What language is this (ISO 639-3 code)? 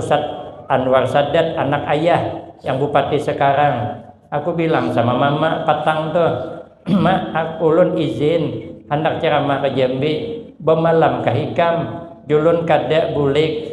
bjn